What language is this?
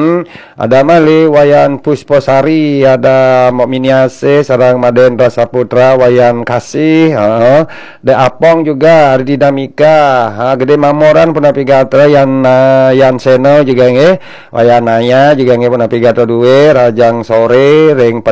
Balinese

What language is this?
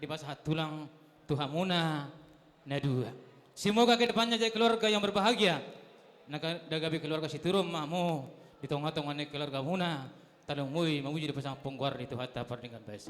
Batak Toba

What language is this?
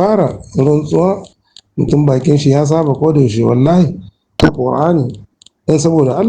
Hausa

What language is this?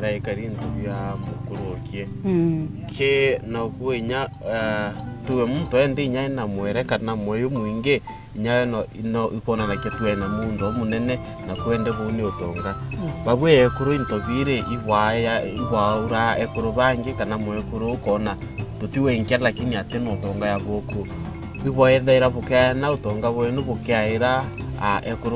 Meru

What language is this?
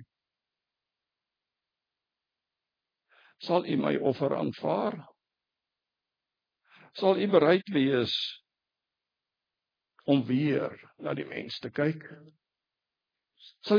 Afrikaans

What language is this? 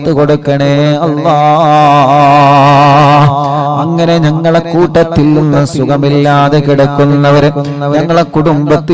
Malayalam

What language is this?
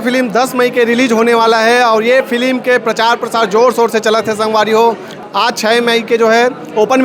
Chhattisgarhi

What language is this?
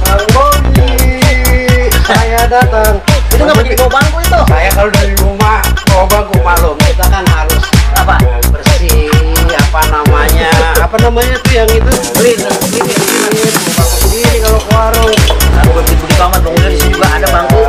Betawi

